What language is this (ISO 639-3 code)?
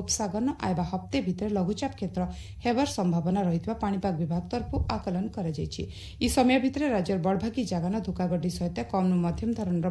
ori